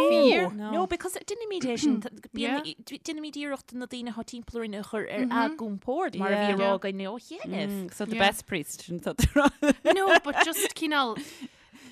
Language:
Irish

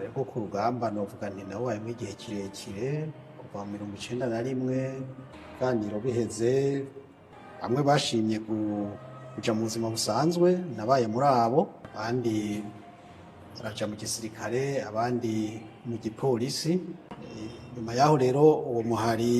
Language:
Rundi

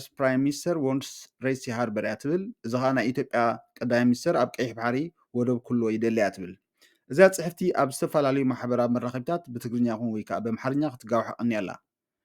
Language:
Tigrinya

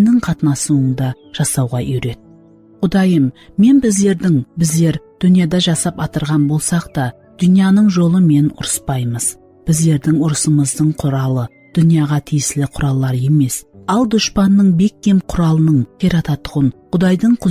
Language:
Kara-Kalpak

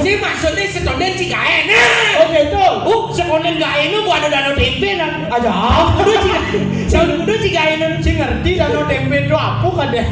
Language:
Balinese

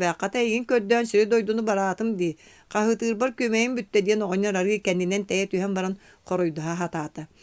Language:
Yakut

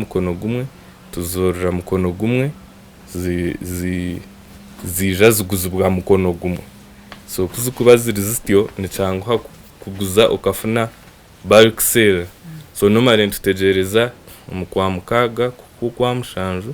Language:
Nyankole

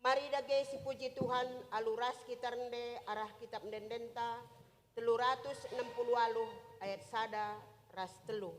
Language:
Batak Karo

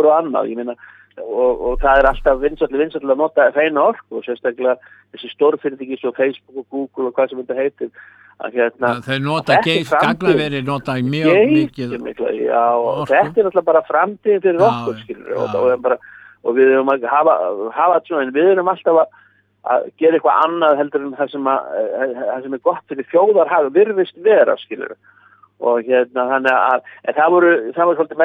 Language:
Icelandic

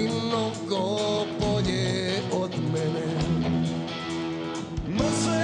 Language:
Serbian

